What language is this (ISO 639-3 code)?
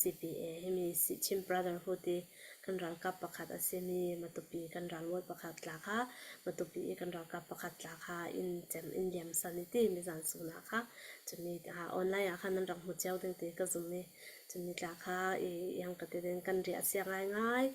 cnh